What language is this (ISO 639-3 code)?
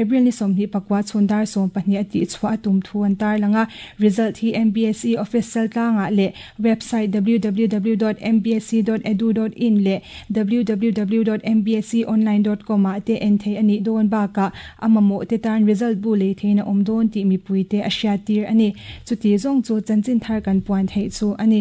lus